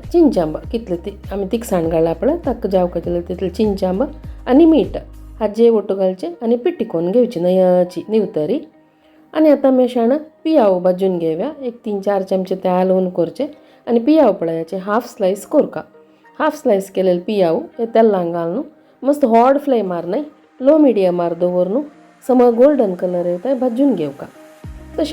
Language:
Konkani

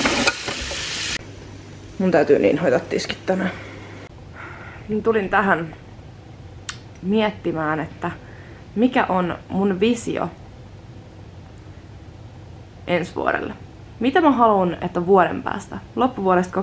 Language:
Finnish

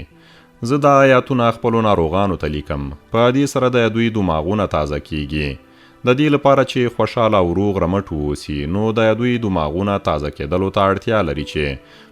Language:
Pashto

